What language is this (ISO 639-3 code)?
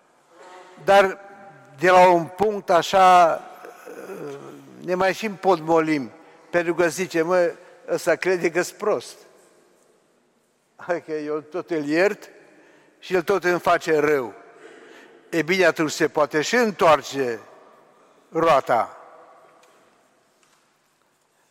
ron